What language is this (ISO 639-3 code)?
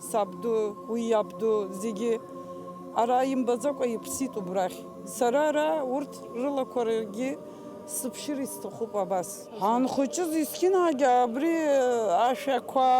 abk